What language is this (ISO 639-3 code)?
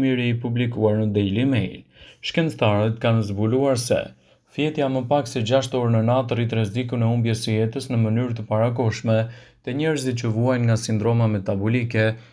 sqi